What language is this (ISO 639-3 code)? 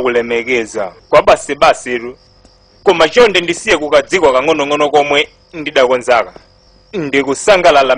nya